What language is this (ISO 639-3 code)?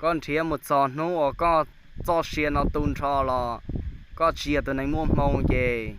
hmn